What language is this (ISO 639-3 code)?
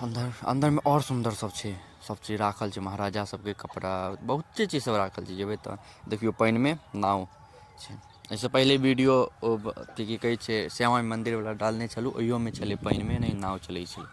mai